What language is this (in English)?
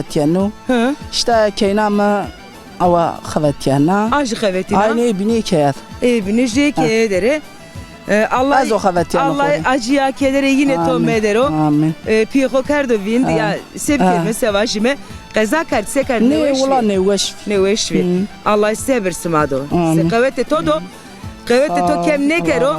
Zaza